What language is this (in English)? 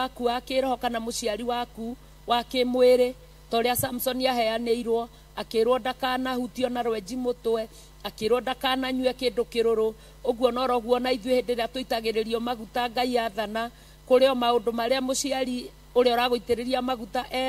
Kikuyu